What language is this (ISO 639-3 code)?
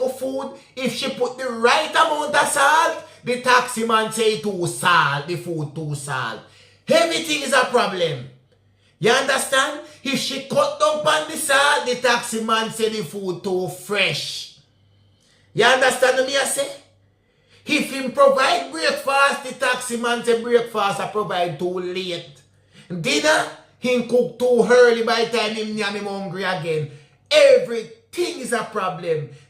jam